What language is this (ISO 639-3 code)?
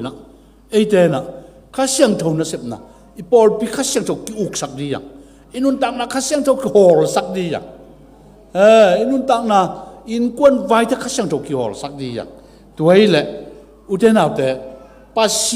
ctd